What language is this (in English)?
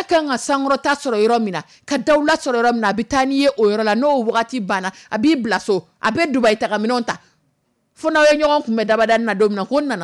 Dyula